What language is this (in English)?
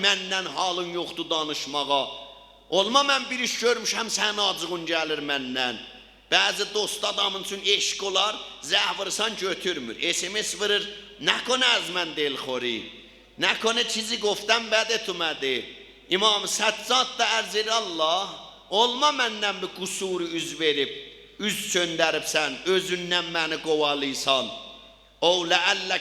South Azerbaijani